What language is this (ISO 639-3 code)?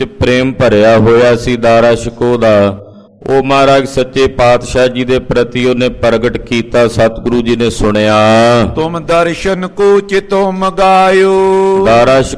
pan